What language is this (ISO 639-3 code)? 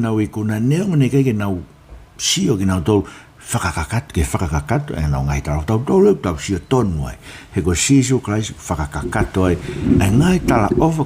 ton